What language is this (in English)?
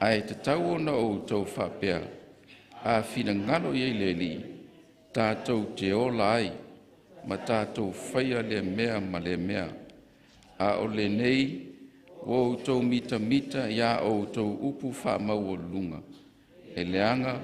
Samoan